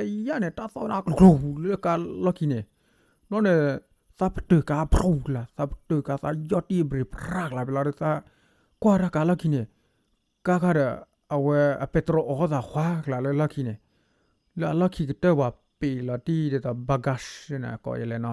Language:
S'gaw Karen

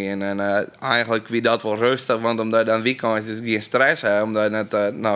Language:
Western Frisian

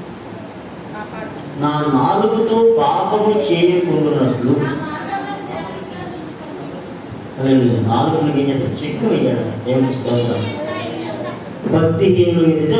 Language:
Telugu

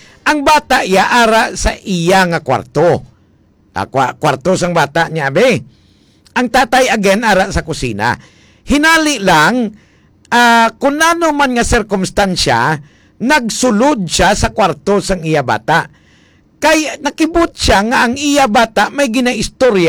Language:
Hiligaynon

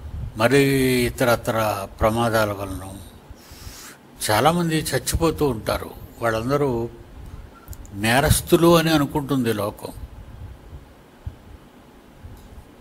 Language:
Telugu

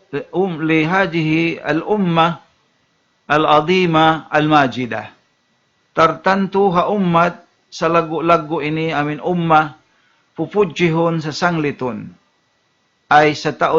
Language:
Tausug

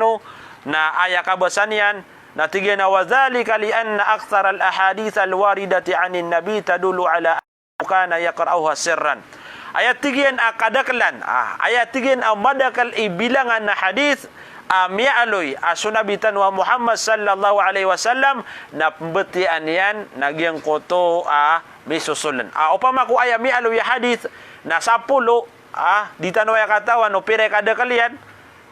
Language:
Maranao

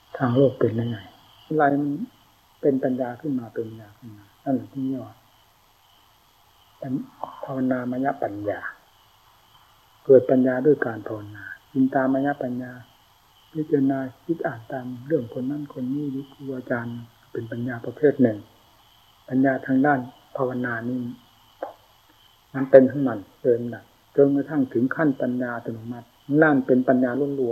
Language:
Thai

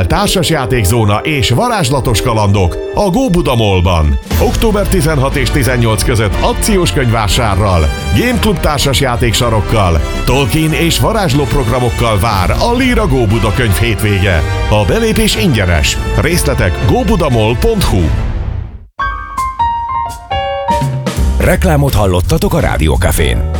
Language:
Hungarian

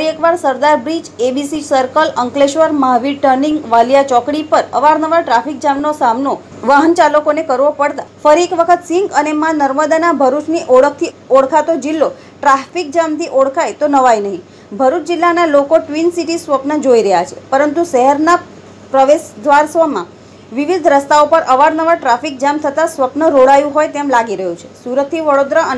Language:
Gujarati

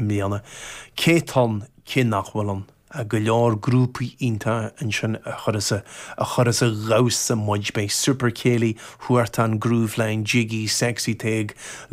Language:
Irish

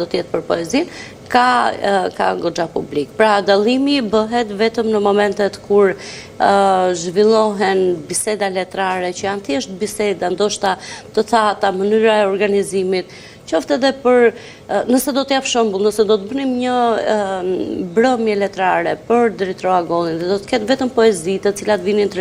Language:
Albanian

